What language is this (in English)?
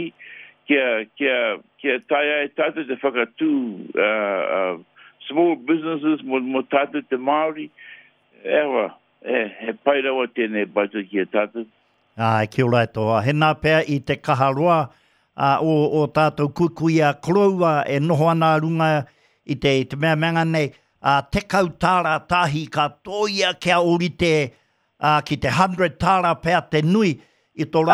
Māori